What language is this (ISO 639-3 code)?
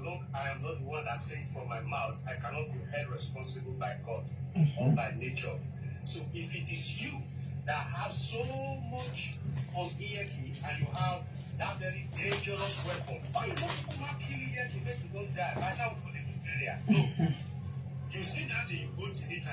pcm